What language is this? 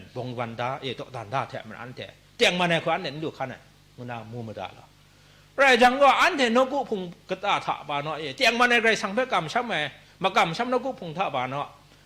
Kachin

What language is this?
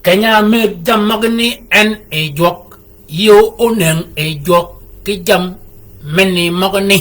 Shilluk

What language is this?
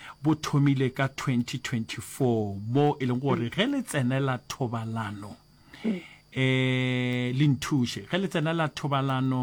Northern Sotho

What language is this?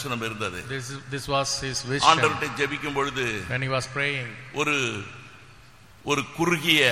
Tamil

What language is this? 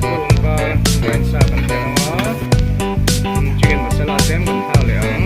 Mizo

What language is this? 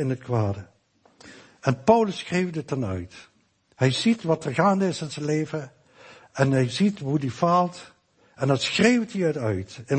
Dutch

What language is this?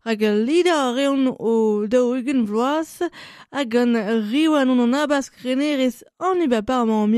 Breton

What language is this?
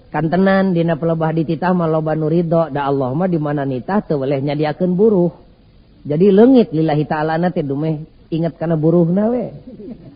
Sundanese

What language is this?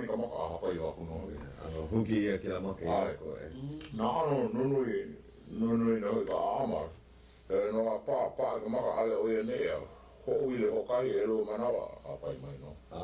Hawaiian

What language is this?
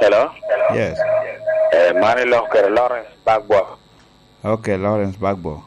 Lango (Uganda)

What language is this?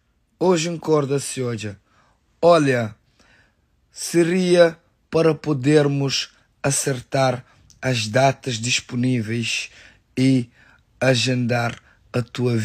Kabuverdianu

